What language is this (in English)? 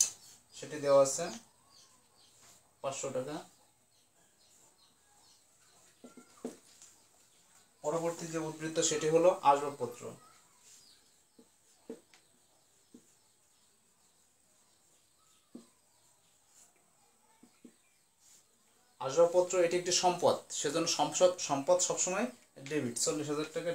Bangla